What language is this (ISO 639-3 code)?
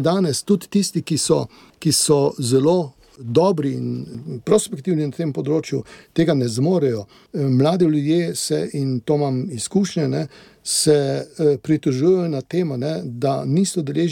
slv